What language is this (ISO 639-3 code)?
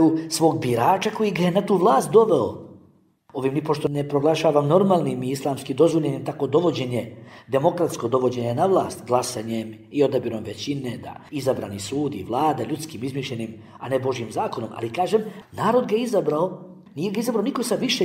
bos